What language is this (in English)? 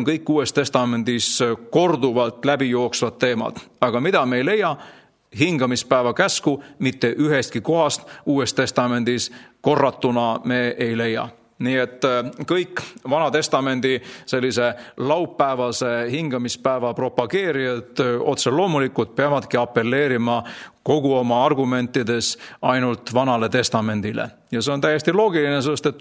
Estonian